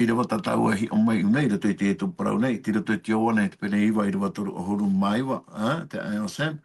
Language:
Tahitian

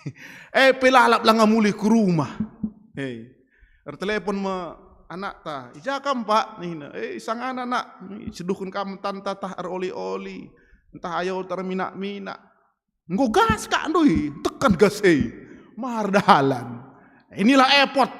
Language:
Batak Karo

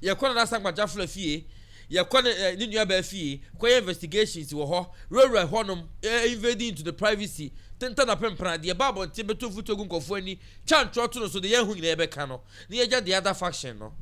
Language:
Akan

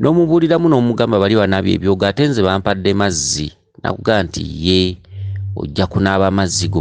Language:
Ganda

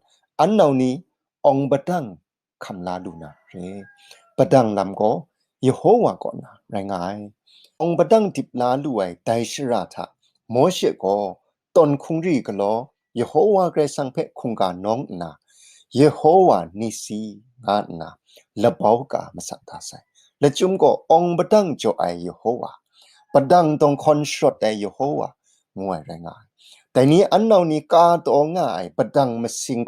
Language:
Kachin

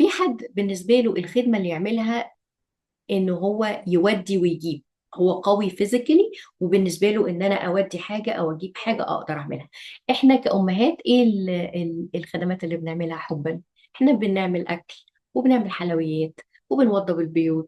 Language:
Egyptian Arabic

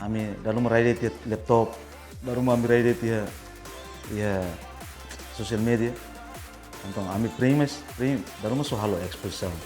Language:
Tetum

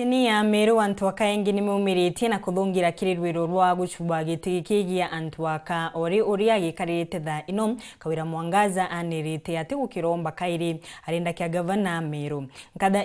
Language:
Meru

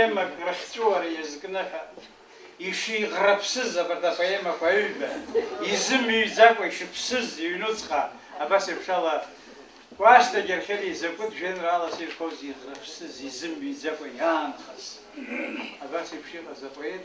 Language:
Abkhazian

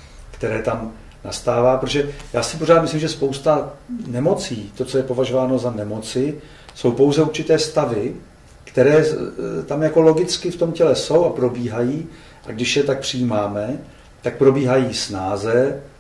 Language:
Czech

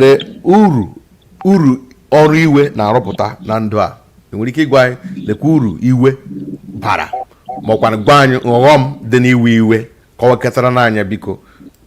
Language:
Igbo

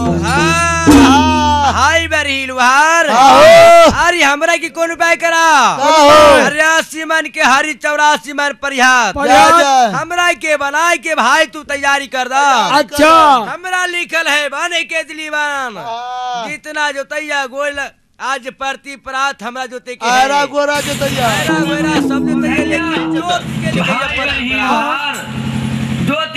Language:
Bhojpuri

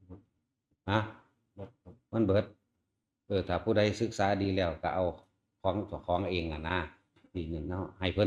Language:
Northeastern Thai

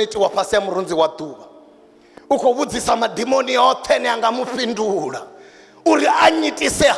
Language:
Venda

